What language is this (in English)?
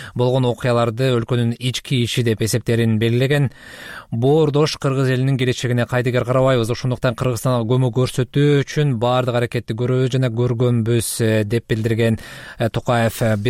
Kyrgyz